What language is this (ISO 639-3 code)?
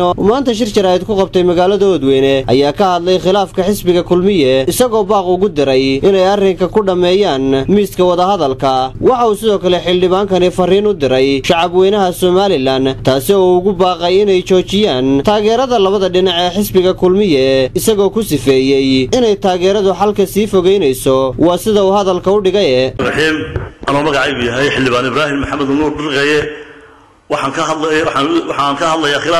som